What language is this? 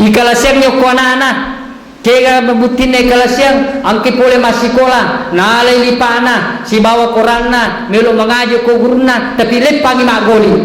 Buginese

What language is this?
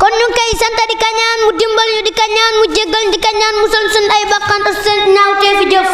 Wolof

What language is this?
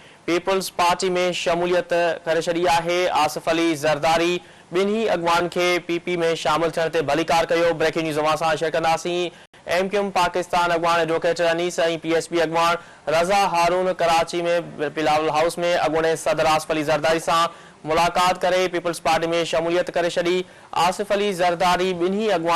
Sindhi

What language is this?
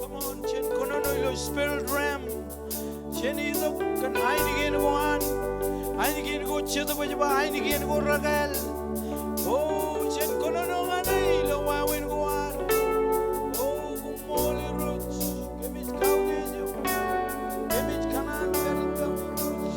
Marshallese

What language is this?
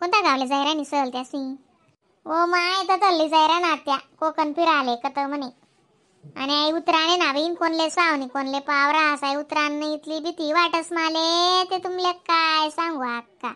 Khandesi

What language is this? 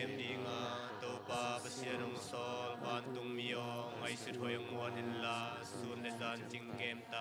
Tedim Chin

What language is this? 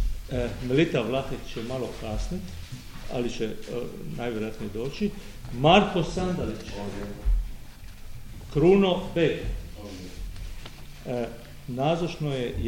Croatian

